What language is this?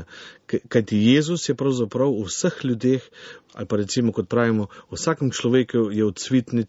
Slovenian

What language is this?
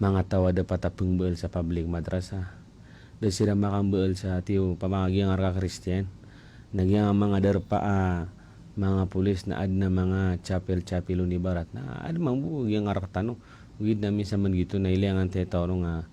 Maranao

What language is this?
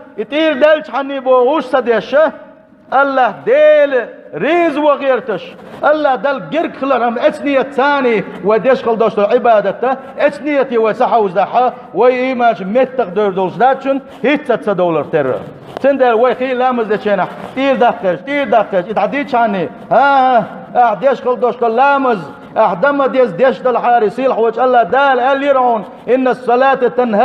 Chechen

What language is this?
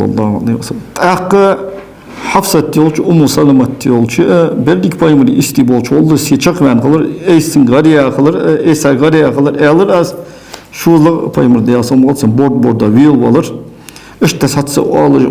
Ingush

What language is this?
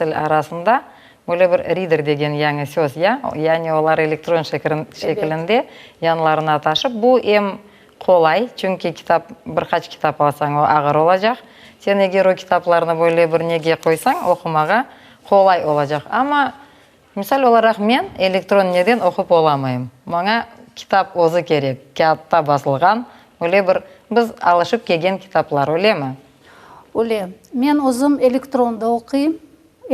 Crimean Tatar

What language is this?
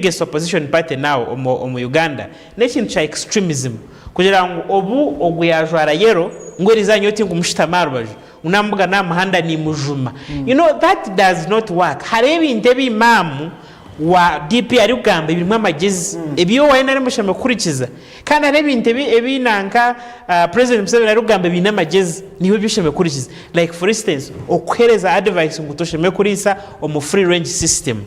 Nyankole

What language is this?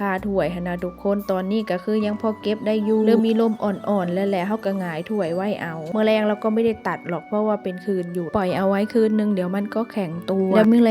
Northeastern Thai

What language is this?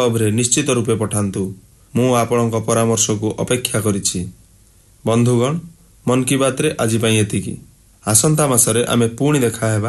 Odia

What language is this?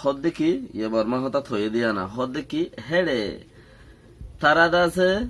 Rohingya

